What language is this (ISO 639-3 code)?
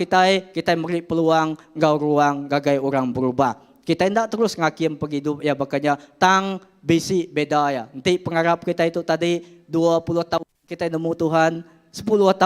iba